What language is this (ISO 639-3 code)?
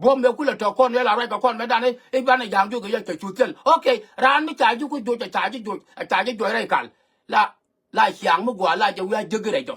nus